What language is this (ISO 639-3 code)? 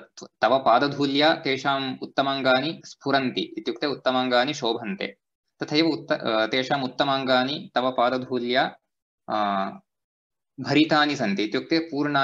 san